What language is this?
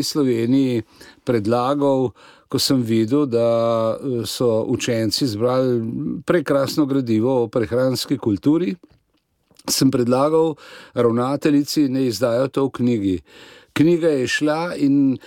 Slovenian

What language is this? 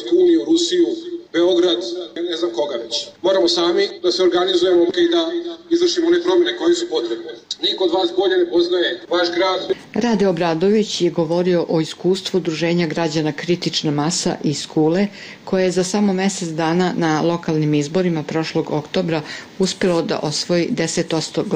Serbian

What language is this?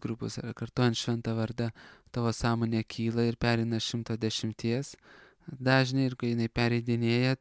Lithuanian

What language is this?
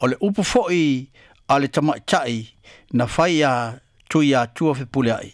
Samoan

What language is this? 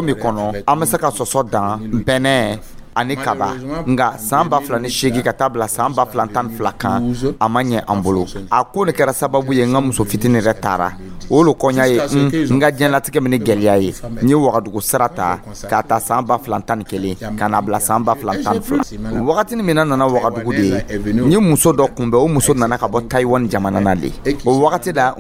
Dyula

